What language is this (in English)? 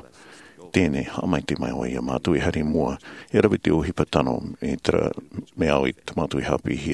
Tahitian